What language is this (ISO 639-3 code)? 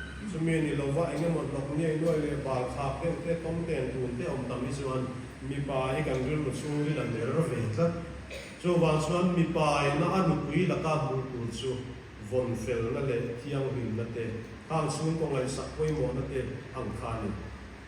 lus